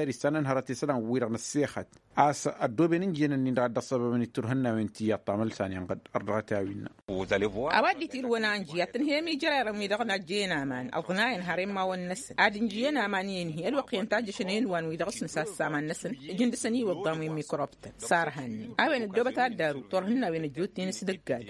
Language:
Tamasheq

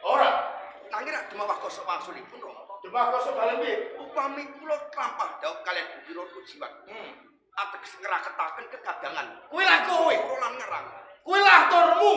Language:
Javanese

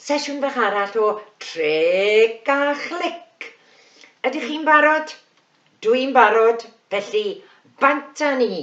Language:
Welsh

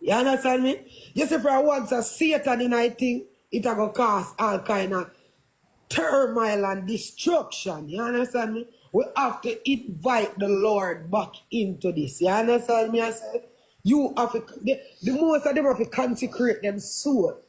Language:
Jamaican Creole English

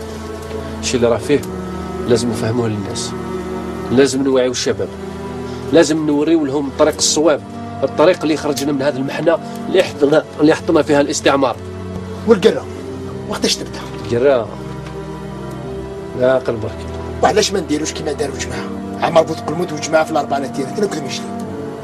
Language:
Algerian Arabic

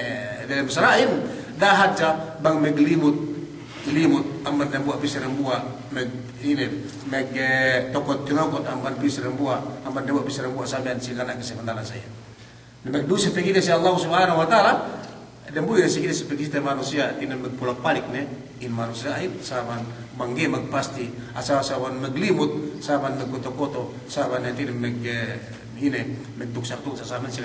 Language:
Yakan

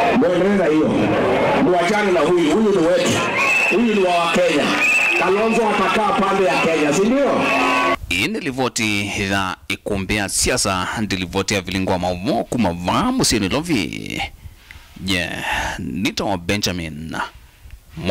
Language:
Kamba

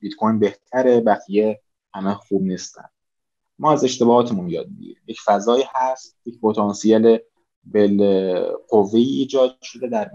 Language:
Persian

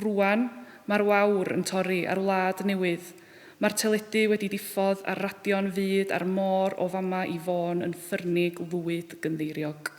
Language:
Welsh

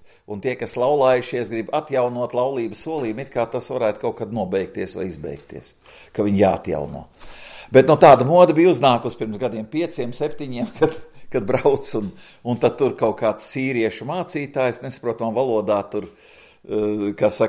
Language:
Latvian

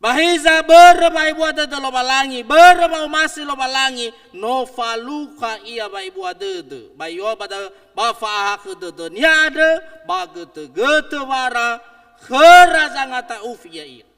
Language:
Nias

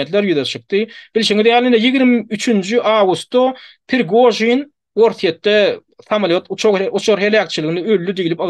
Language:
Turkmen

